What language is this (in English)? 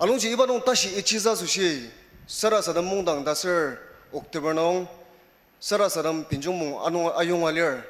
Ao Naga